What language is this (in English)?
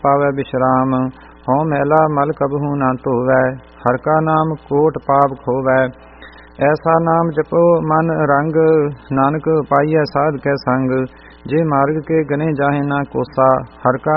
Punjabi